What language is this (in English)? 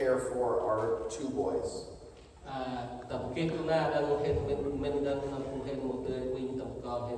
Central Mnong